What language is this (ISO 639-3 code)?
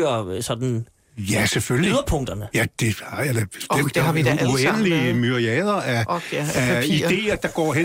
dan